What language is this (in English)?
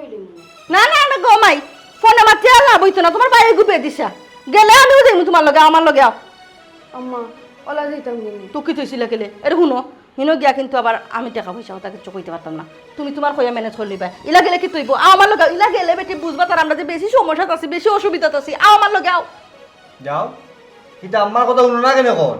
Sylheti